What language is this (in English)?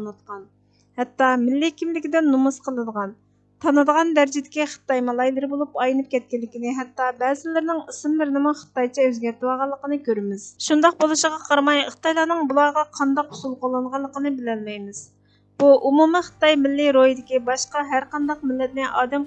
Uyghur